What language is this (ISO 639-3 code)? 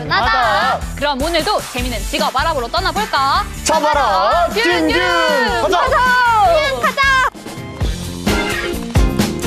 kor